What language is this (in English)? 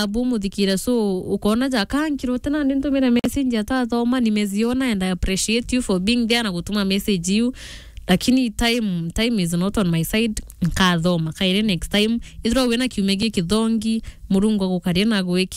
Meru